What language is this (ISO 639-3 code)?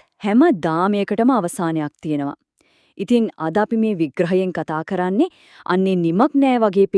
sin